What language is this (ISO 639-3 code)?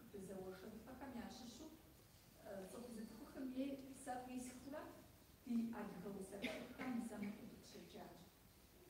kbd